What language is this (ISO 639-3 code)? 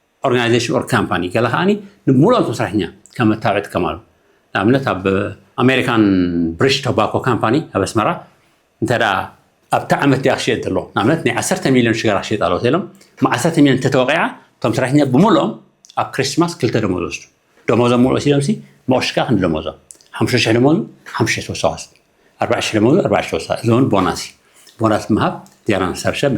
tir